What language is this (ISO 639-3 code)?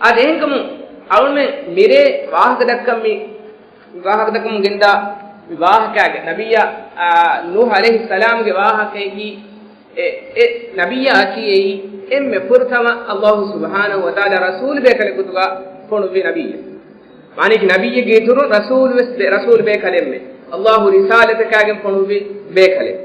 div